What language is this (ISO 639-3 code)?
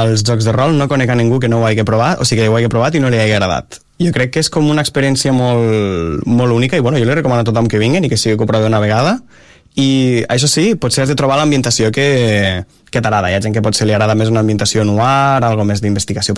cat